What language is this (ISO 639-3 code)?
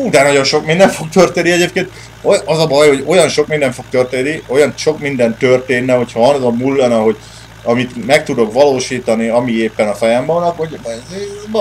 hun